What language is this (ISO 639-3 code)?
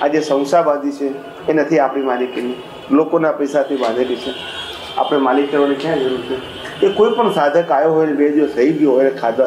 guj